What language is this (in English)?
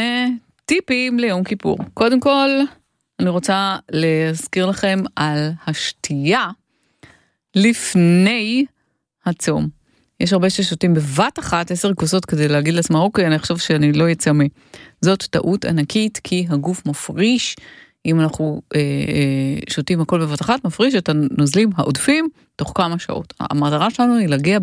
Hebrew